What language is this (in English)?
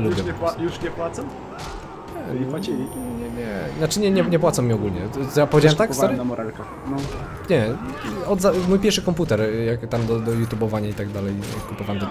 Polish